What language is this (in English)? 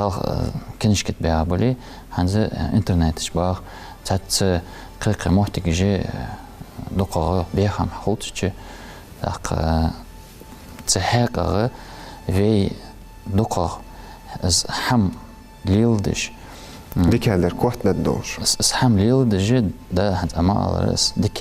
Ingush